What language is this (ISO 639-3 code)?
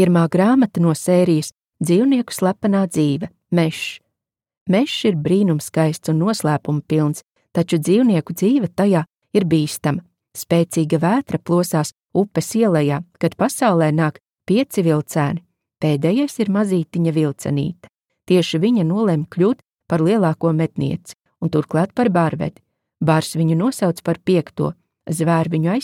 lav